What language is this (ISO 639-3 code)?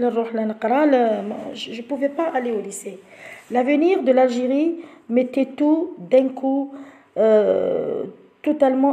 fra